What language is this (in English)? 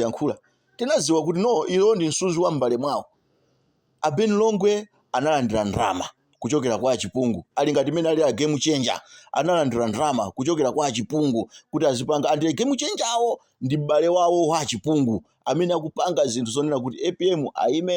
Nyanja